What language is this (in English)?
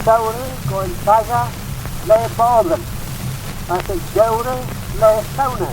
Manx